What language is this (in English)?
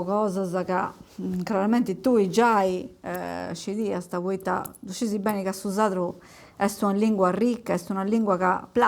Sardinian